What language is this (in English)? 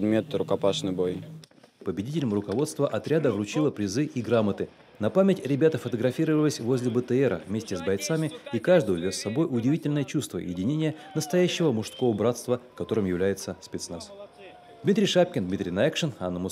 Russian